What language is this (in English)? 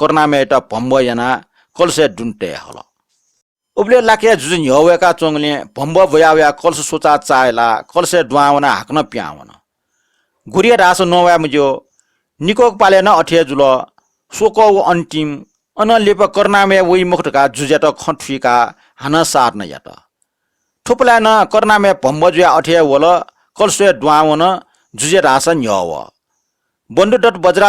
Newari